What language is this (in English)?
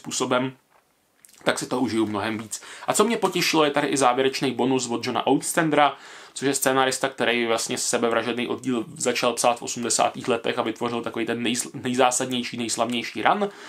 Czech